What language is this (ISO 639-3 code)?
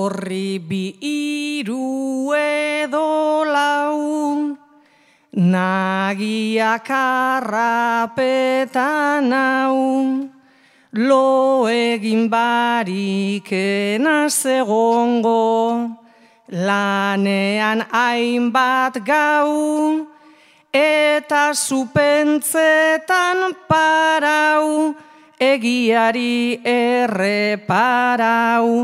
eus